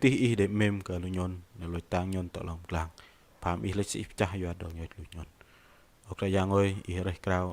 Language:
Bahnar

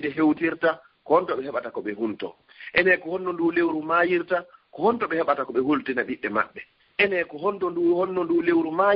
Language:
Fula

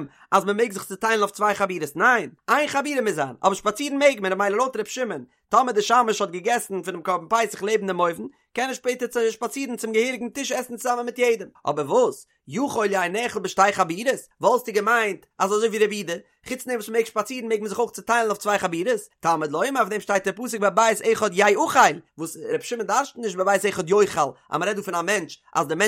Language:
Yiddish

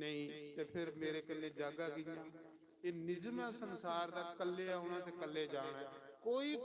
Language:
Dogri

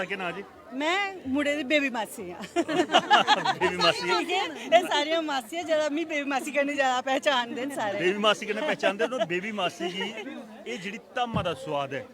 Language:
Dogri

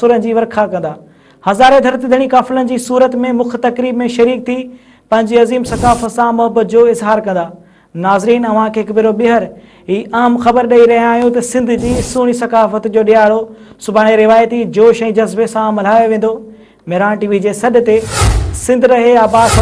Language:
Sindhi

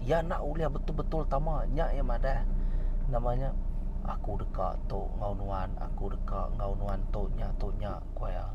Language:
Iban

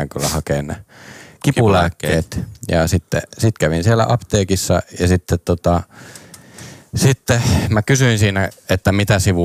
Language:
Finnish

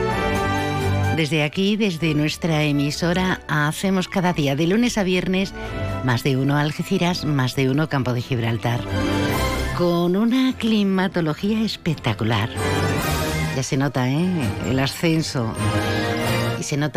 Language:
Spanish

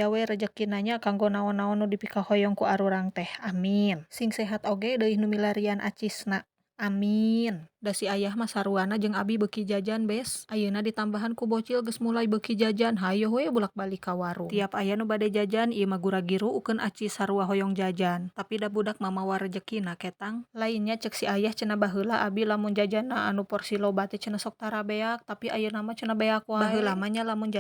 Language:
Sundanese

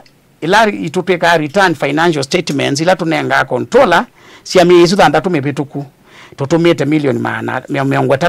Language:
Kamba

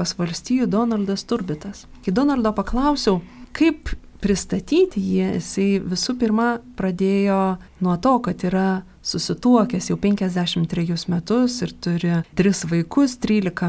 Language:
Lithuanian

